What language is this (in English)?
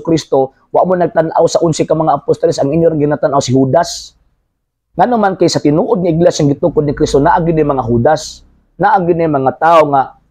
Cebuano